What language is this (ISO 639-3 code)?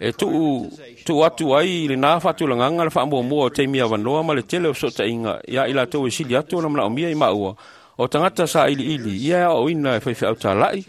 smo